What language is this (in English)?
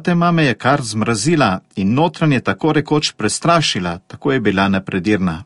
Slovenian